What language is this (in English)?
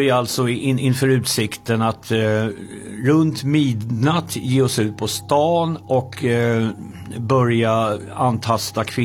Swedish